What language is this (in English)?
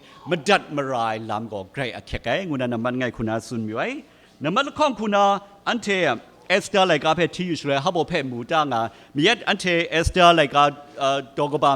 Kachin